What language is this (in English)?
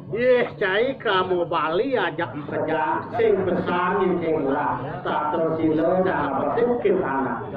Balinese